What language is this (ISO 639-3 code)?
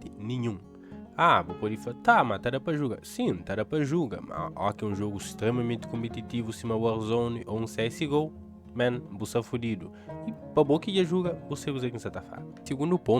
kea